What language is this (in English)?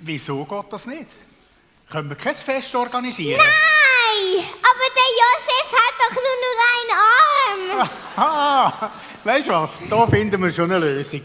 Swiss German